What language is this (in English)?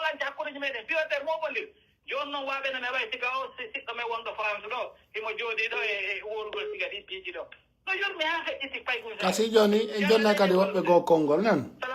Pular